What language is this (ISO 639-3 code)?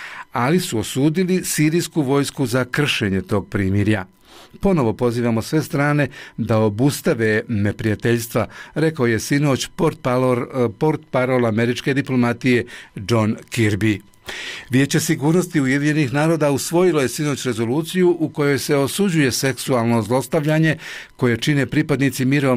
bos